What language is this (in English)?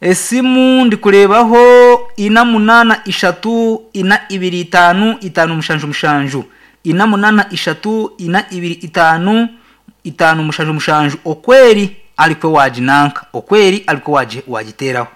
Nyankole